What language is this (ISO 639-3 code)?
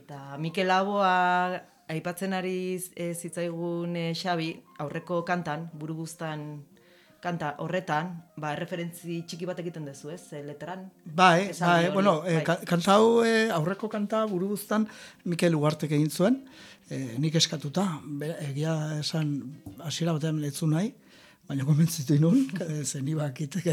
eus